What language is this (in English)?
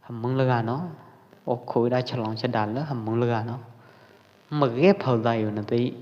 Pwo Eastern Karen